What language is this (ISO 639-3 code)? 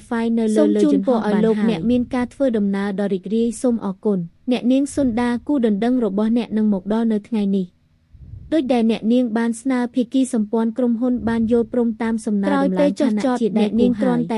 khm